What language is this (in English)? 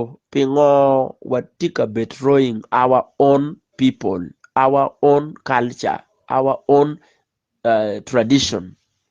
Acoli